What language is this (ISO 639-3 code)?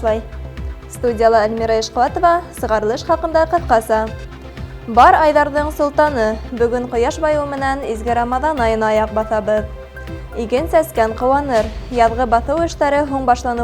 bak